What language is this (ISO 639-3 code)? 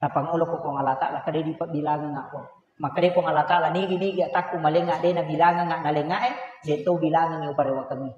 bug